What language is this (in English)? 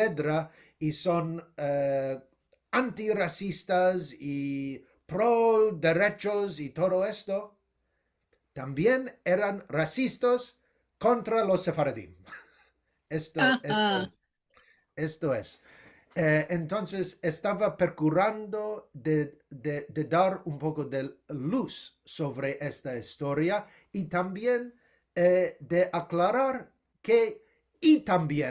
Ladino